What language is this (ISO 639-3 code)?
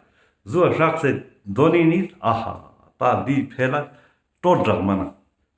lbj